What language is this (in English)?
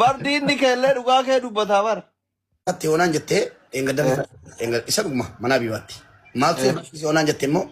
Oromo